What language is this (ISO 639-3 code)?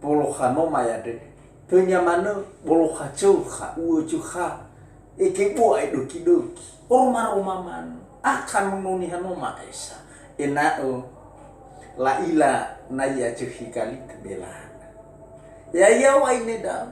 nia